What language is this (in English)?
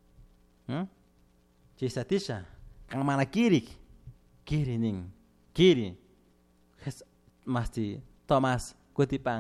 Chimborazo Highland Quichua